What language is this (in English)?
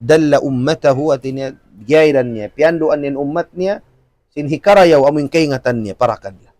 Tausug